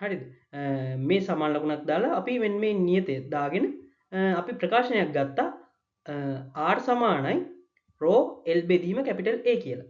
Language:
Sinhala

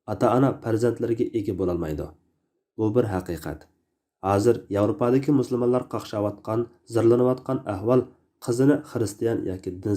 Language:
Uyghur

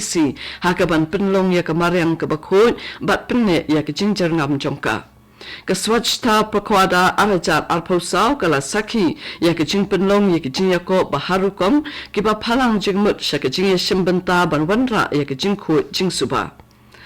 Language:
Khasi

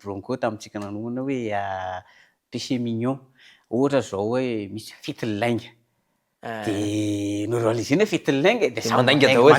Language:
Malagasy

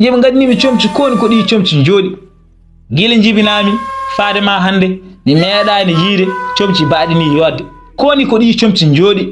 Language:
Fula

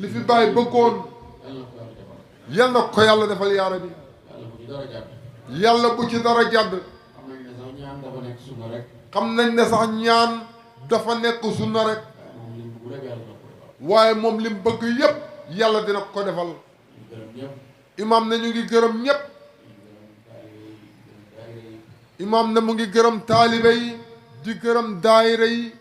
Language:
Wolof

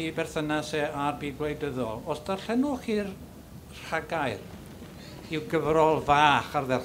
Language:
Welsh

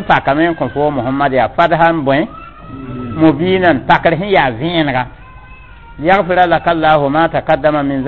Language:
Mossi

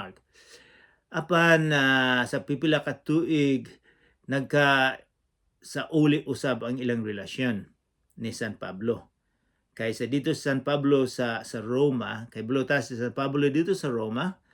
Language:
Cebuano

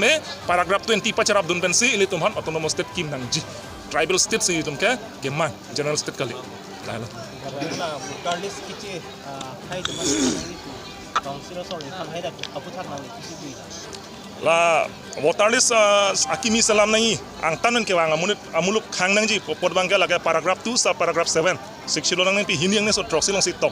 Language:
Karbi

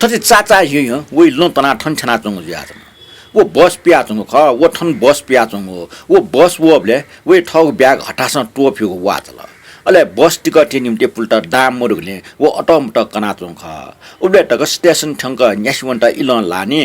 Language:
Newari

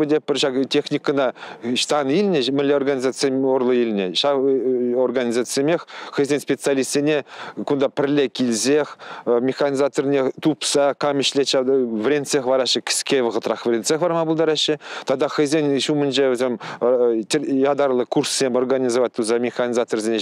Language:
Chuvash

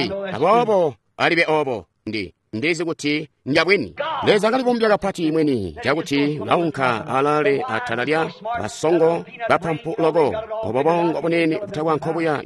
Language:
Tonga (Zambia)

